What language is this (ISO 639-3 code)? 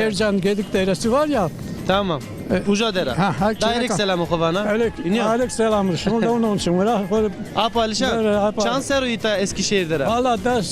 zza